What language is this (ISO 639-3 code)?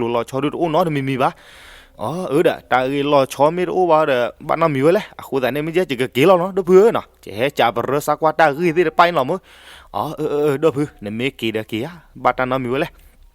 ksw